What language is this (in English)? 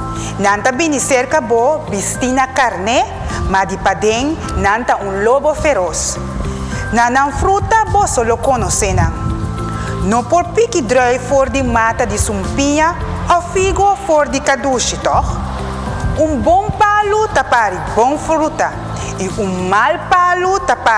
Papiamento